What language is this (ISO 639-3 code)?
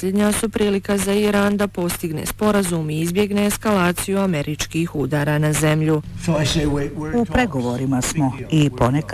bos